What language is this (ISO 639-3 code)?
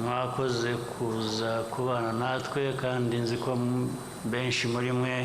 kin